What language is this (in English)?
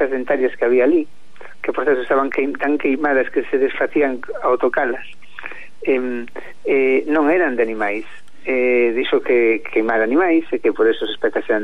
Galician